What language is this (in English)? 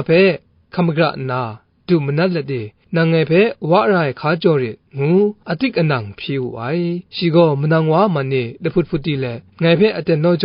Kachin